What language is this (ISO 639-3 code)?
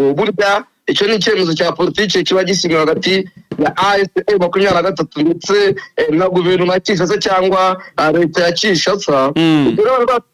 kin